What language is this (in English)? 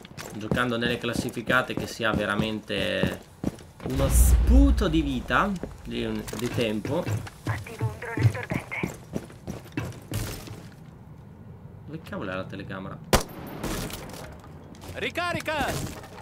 Italian